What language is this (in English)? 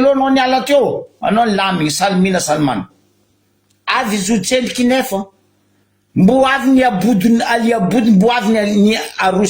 Malagasy